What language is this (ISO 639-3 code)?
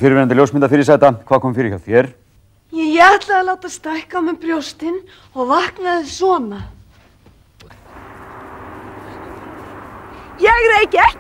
isl